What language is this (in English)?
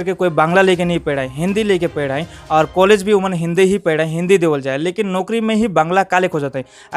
Sadri